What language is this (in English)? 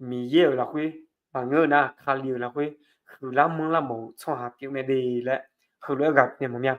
Akha